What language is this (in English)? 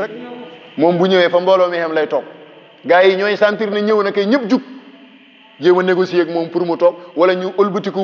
Wolof